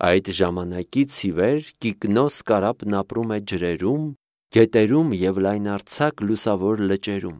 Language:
Armenian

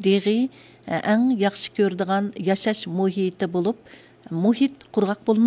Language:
Uyghur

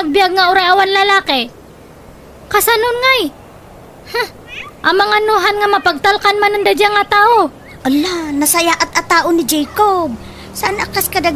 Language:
Iloko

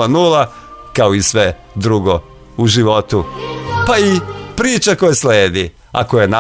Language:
Serbian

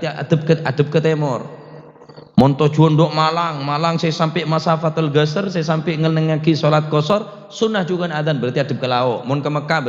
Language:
Madurese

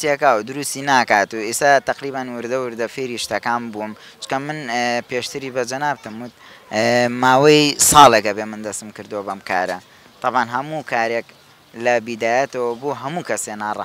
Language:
Central Kurdish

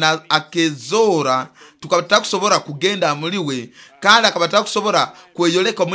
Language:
Nyoro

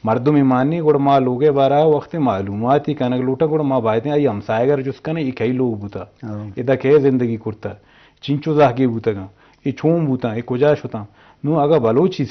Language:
Eastern Balochi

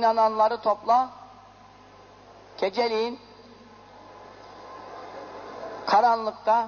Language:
Turkish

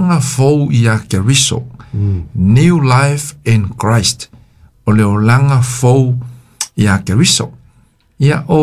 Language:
Samoan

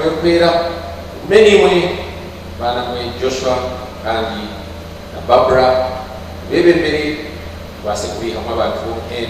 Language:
Nyankole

